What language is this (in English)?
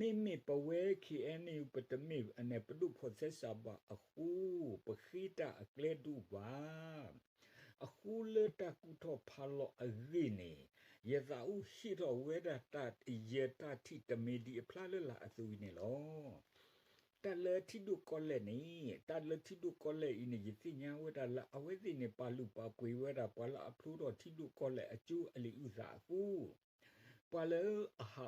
S'gaw Karen